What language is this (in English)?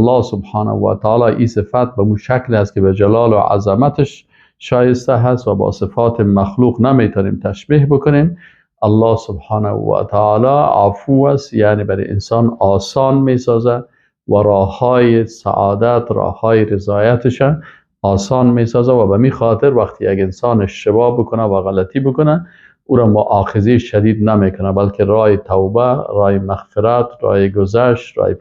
Persian